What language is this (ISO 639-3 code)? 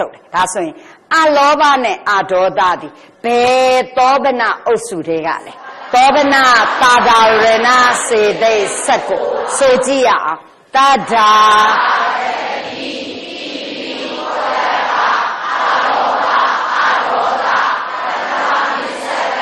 mya